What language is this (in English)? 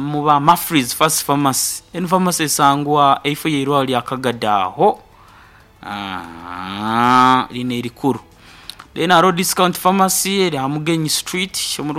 Nyoro